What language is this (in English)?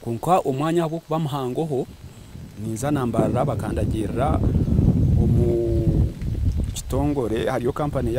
Nyankole